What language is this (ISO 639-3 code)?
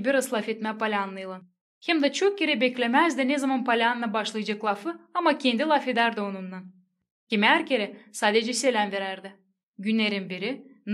gag